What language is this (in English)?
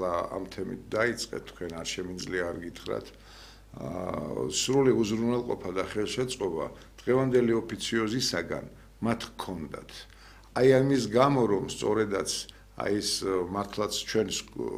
Georgian